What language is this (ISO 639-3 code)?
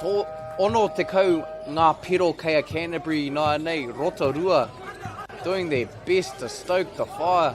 mri